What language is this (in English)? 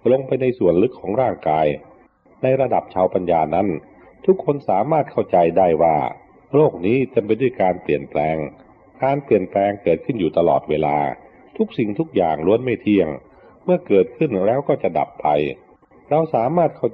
Thai